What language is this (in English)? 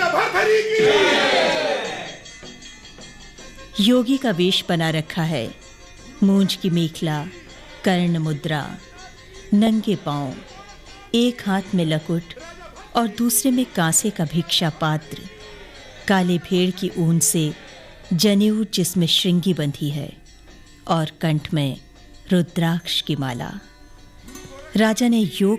Hindi